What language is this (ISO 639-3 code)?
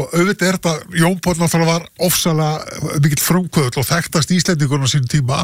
isl